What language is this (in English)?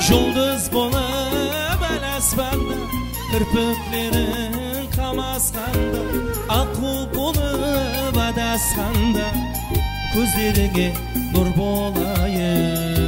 Kara-Kalpak